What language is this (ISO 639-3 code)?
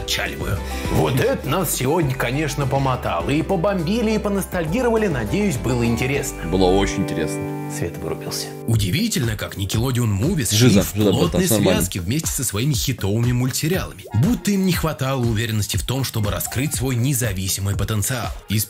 rus